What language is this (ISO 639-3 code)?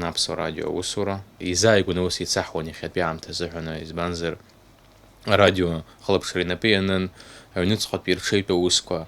abk